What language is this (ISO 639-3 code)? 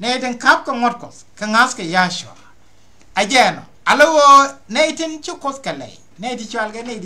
nus